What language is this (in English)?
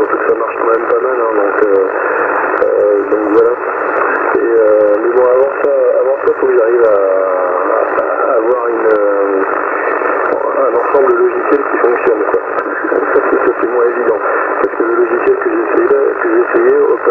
French